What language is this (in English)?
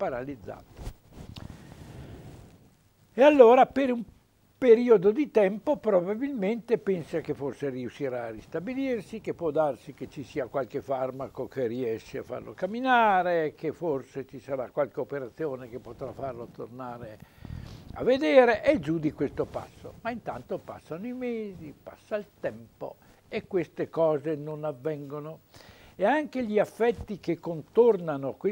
Italian